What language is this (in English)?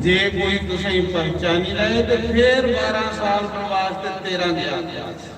Dogri